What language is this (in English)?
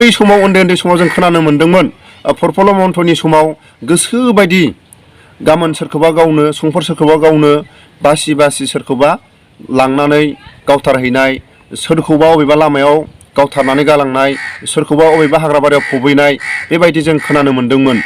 Bodo